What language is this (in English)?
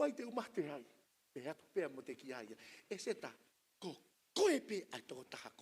Tongan